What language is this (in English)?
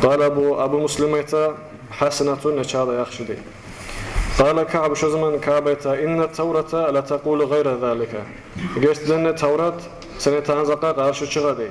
Kumyk